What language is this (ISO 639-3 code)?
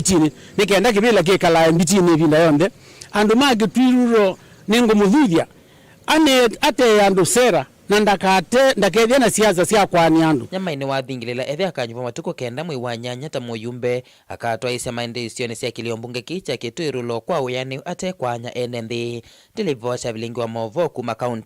kam